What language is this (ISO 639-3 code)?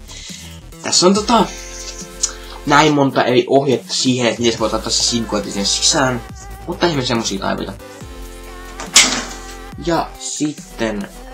fin